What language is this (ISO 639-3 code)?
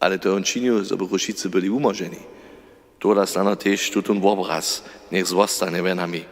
hsb